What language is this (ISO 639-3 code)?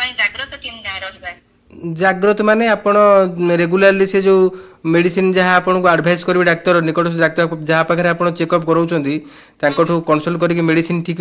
ori